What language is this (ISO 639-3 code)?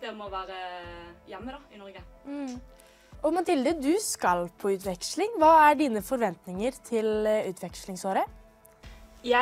nor